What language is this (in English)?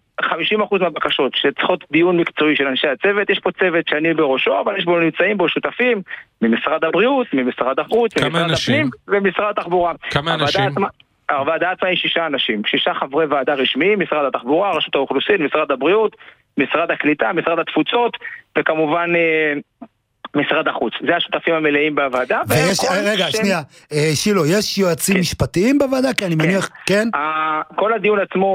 Hebrew